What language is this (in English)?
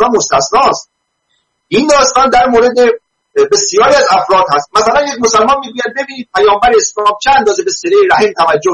Persian